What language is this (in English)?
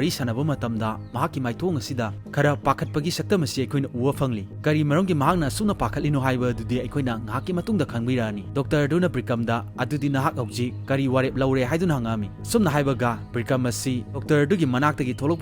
Manipuri